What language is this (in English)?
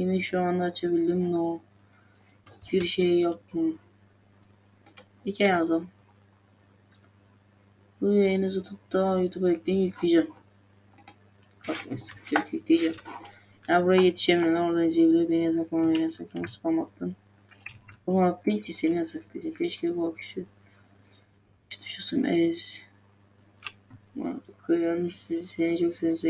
Turkish